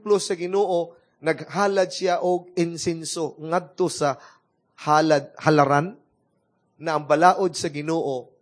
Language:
Cebuano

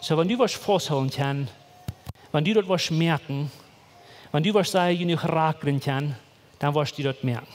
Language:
Plautdietsch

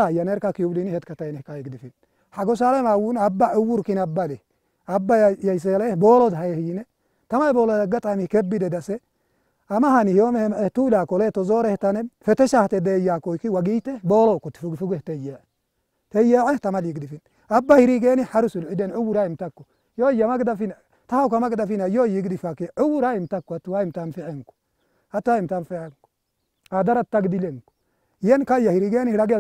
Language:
Tigrinya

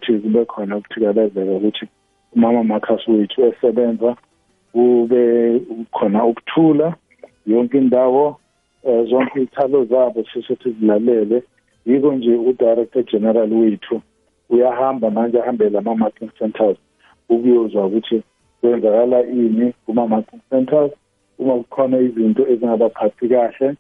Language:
South Ndebele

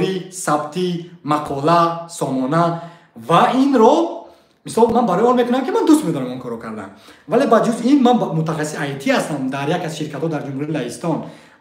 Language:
Tajik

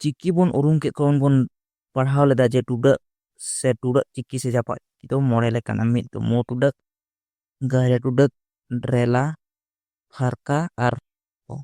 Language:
Santali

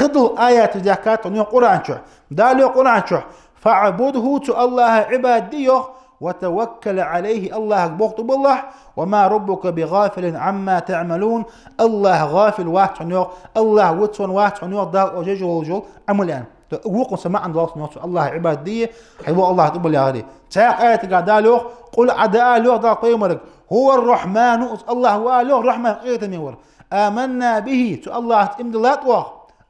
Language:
Ingush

